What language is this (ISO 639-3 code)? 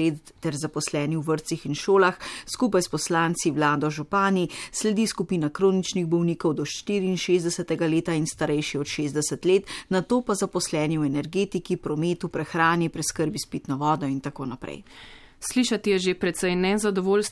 slv